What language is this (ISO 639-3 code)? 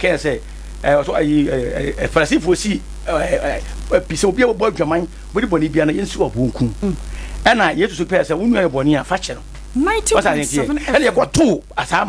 aka